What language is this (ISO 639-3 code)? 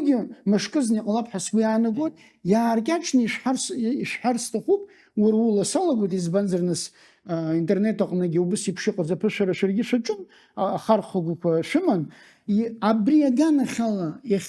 abk